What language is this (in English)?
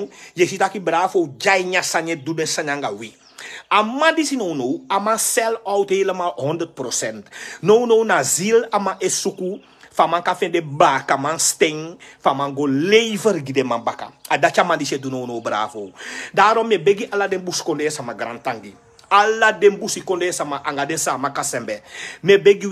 Sranan Tongo